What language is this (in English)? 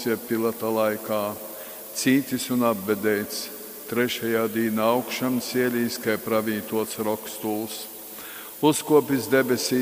Latgalian